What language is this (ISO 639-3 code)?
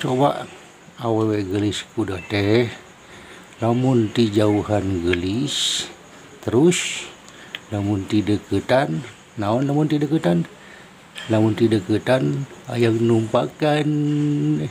sun